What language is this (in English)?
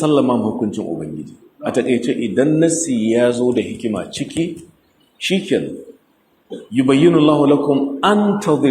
Hausa